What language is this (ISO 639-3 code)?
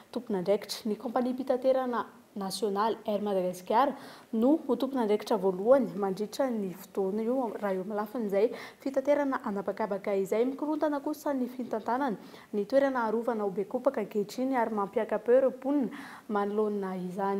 mlg